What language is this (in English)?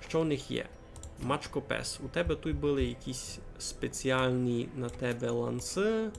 Rusyn